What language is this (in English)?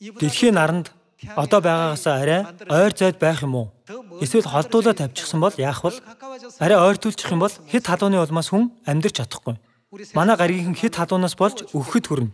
Mongolian